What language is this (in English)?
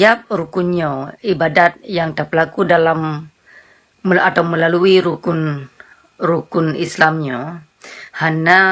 Achinese